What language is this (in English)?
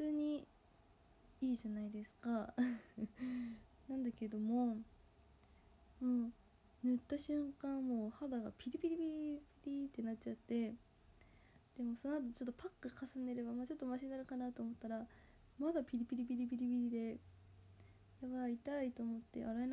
Japanese